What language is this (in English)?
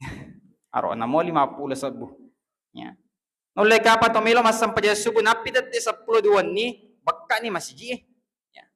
Buginese